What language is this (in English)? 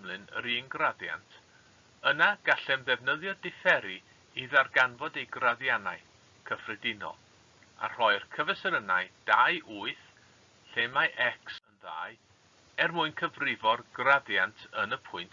Welsh